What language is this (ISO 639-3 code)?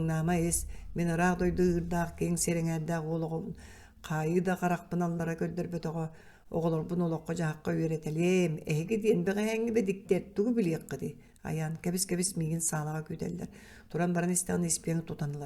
sah